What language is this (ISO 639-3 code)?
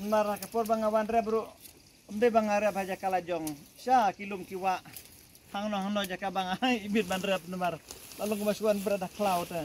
kha